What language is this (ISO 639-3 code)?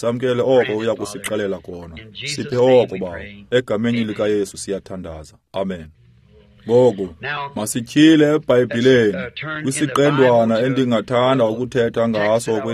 xho